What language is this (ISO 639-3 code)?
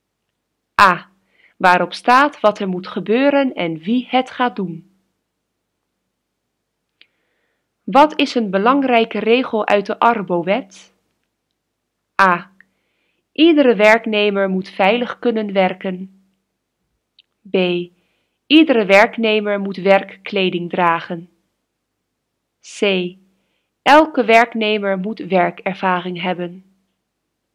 nld